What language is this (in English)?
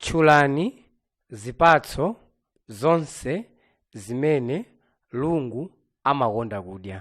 Nyanja